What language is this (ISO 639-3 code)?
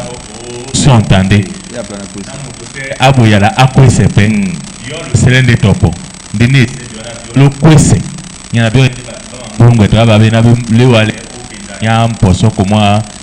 dua